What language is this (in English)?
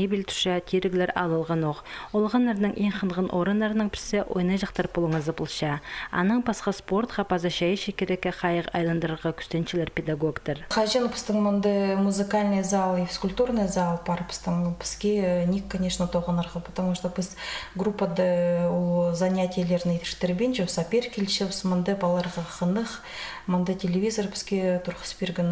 Khakas